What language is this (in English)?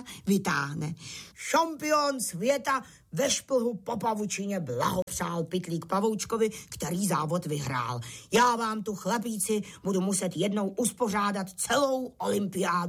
Czech